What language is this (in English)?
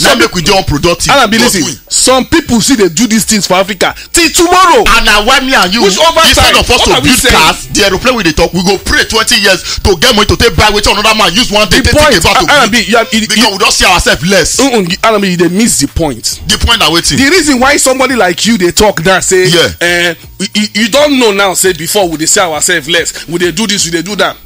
Nigerian Pidgin